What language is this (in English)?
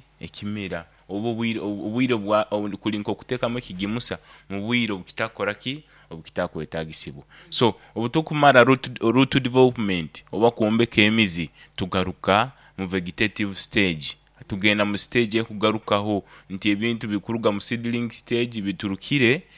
Nyankole